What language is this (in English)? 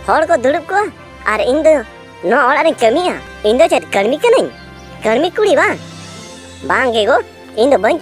Santali